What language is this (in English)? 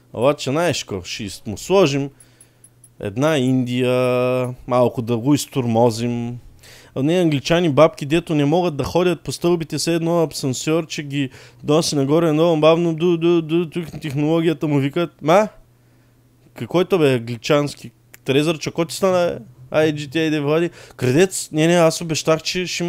Bulgarian